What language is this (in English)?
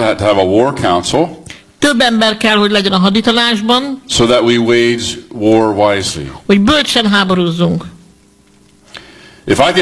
Hungarian